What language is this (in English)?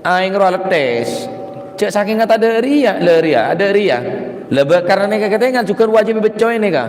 Madurese